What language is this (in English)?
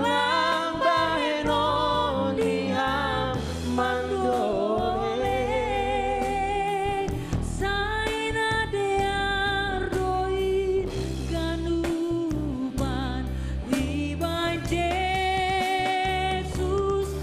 Batak Simalungun